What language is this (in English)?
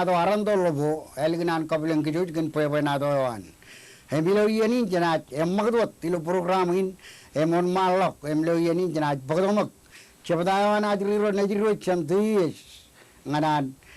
Marshallese